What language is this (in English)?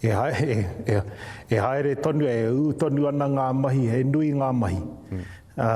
Māori